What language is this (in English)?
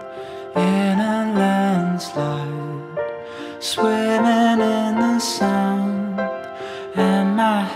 English